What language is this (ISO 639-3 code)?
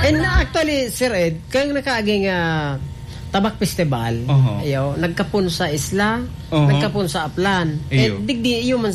bik